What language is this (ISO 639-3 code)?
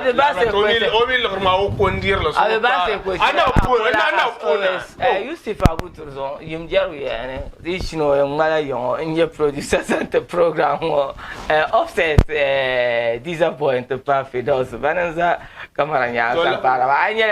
dag